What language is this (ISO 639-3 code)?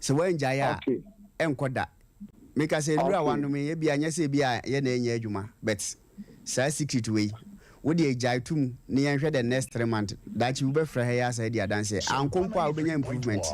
aka